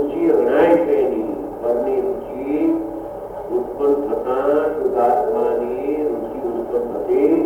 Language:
Gujarati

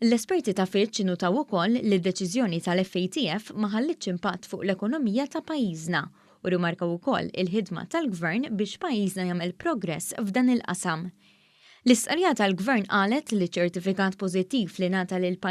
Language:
Maltese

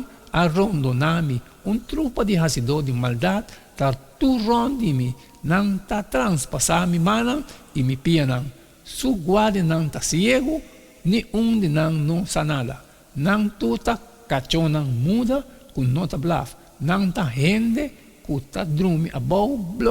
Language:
Papiamento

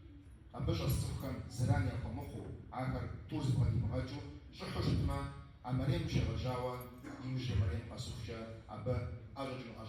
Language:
Kabardian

